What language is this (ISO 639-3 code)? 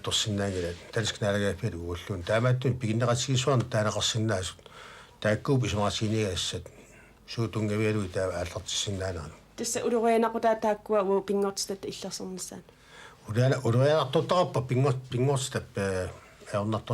kal